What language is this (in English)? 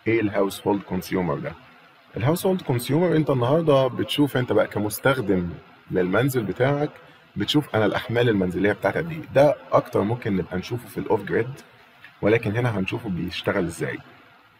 Egyptian Arabic